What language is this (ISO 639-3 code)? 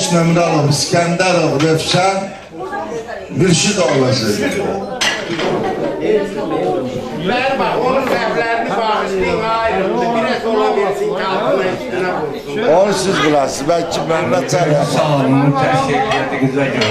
aze